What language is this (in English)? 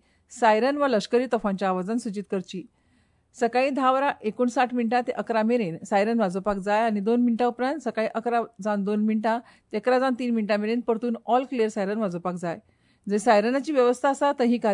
Konkani